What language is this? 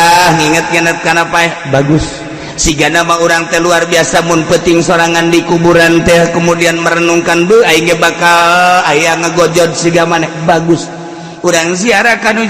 Sundanese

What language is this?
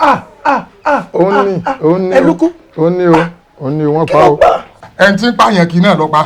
Yoruba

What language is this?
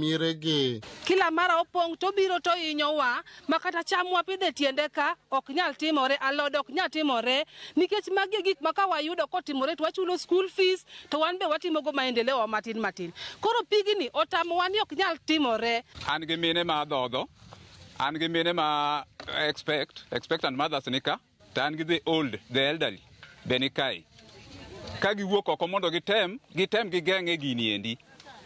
Luo (Kenya and Tanzania)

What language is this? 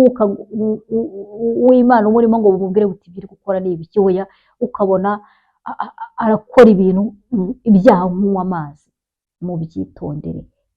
Kinyarwanda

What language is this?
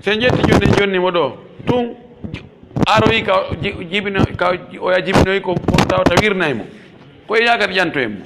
Pular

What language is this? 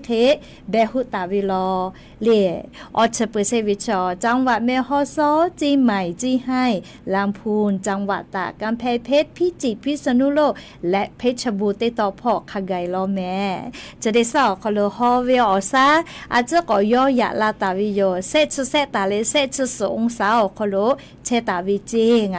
Lahu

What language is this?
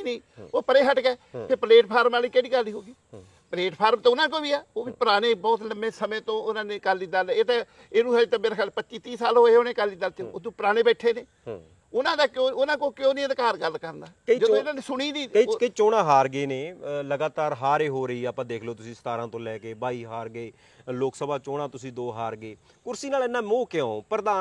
Punjabi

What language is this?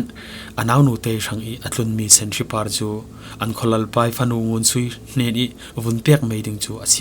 Falam Chin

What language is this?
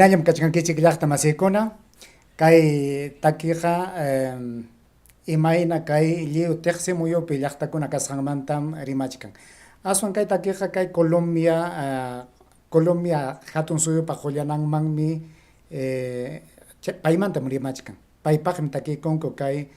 Ayacucho Quechua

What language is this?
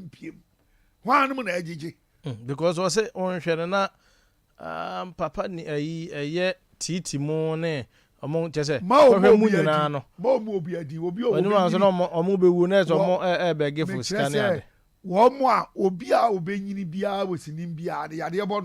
Akan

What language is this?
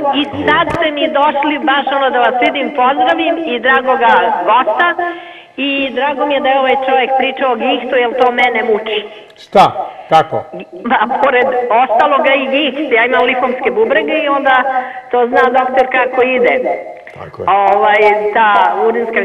Serbian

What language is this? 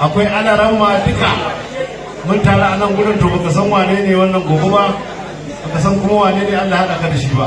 Hausa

